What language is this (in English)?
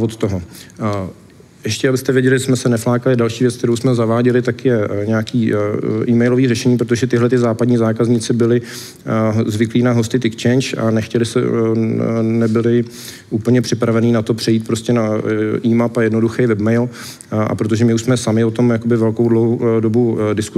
Czech